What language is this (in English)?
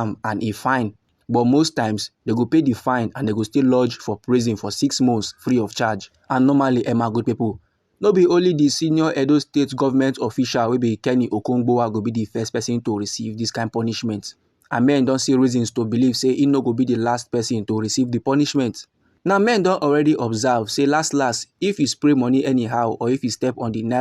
Nigerian Pidgin